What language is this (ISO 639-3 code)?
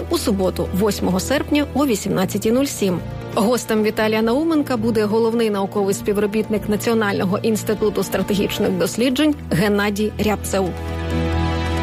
ukr